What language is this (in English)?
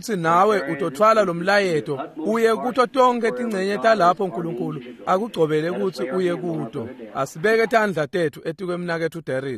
Swati